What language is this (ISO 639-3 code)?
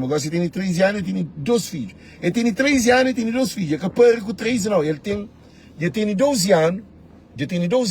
kea